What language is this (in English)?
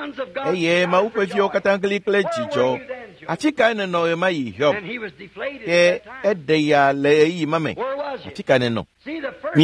Ewe